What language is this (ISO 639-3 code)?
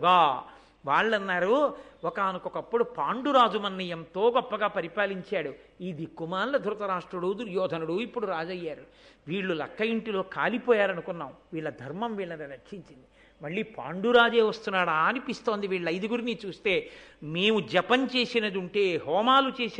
tel